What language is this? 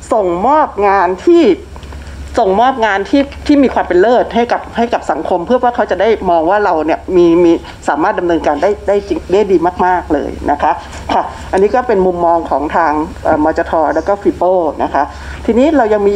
Thai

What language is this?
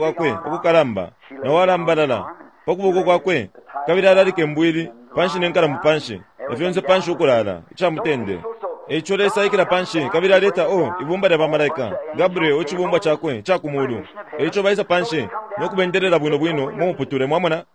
Bemba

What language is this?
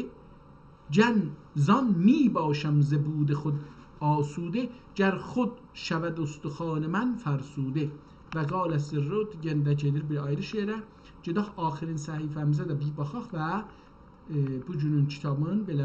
South Azerbaijani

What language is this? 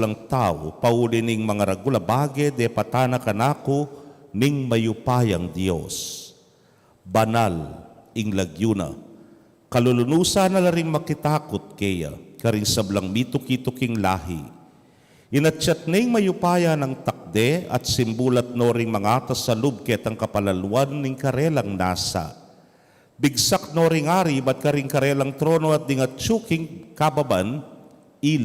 Pampanga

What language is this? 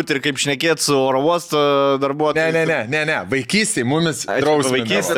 Lithuanian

